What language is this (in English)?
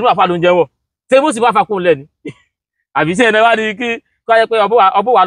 Yoruba